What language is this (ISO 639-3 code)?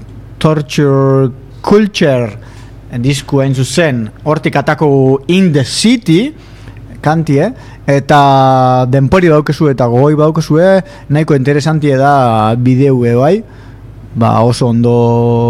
eus